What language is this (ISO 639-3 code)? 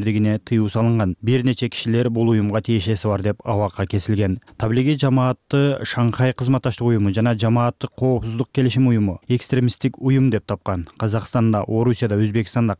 kir